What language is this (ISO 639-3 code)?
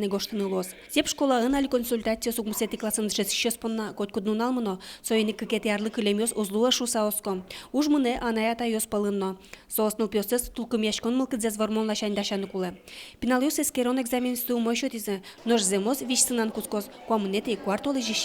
udm